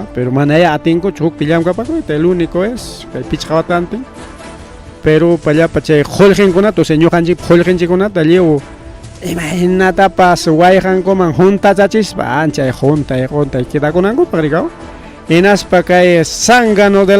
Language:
Ayacucho Quechua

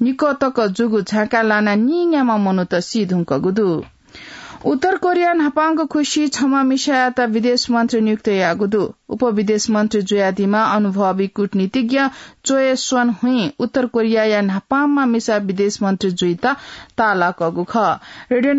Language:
Newari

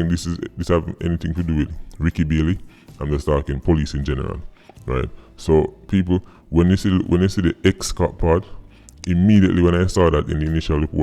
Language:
Jamaican Creole English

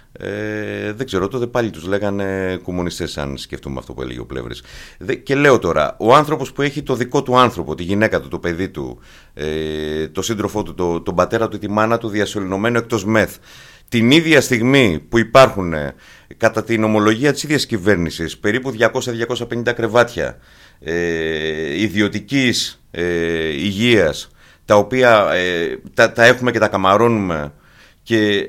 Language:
Greek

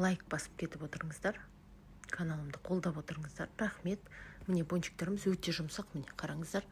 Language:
Kazakh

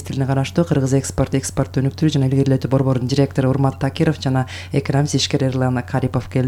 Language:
Kyrgyz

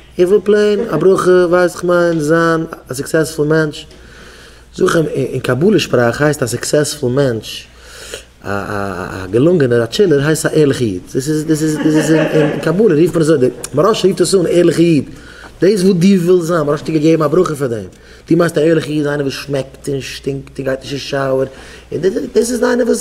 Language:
Yiddish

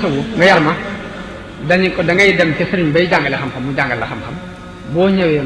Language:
Wolof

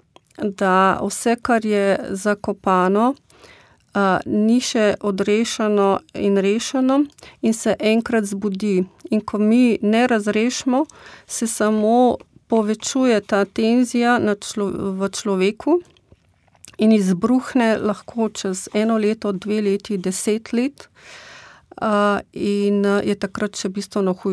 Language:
Slovenian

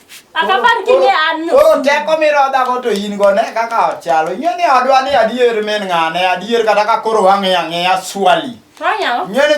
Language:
Luo (Kenya and Tanzania)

